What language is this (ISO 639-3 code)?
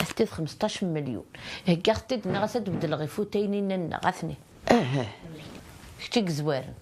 kab